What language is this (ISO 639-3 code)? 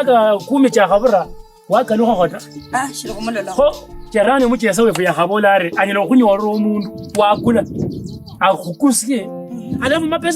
lkb